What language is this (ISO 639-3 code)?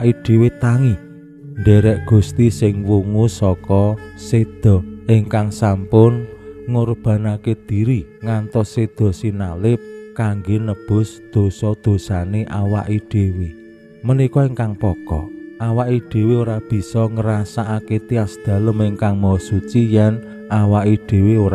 jav